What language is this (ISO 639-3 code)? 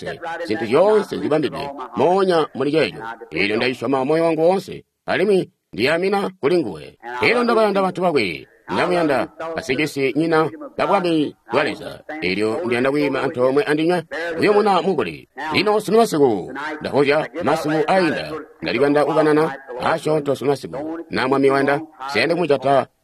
toi